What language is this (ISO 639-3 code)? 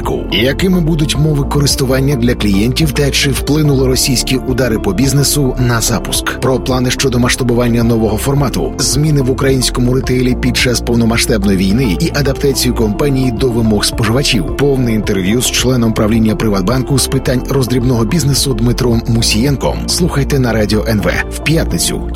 ukr